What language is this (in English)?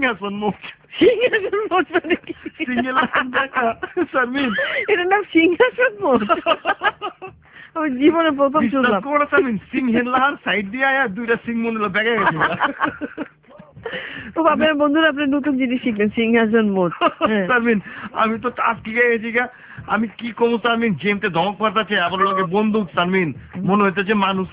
Bangla